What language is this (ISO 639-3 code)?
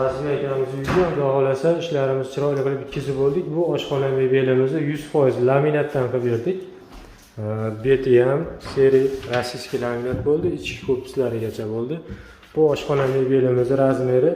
uzb